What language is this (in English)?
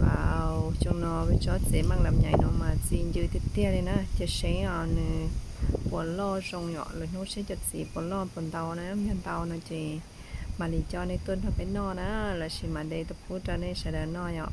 Hmong